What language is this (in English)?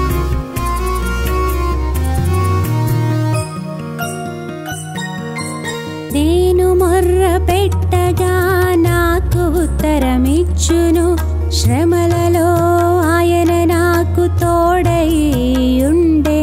Telugu